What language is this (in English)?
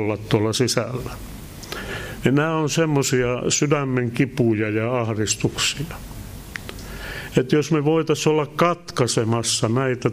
Finnish